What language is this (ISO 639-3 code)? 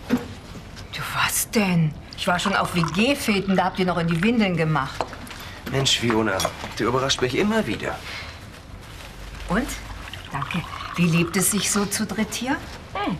deu